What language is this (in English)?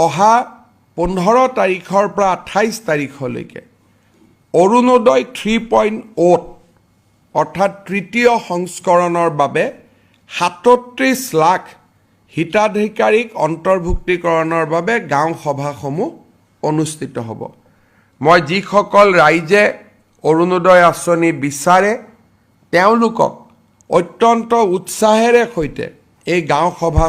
Assamese